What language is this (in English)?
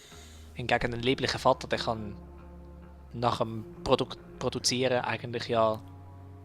Swiss German